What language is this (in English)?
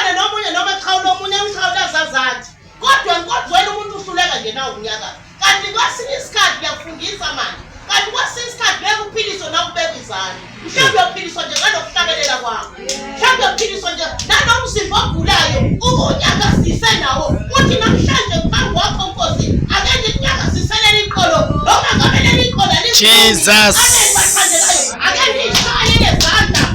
Zulu